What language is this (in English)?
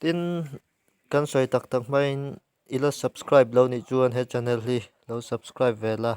Mizo